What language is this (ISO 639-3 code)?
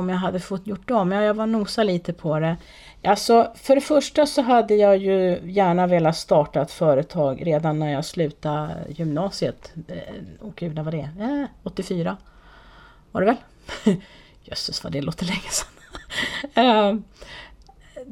swe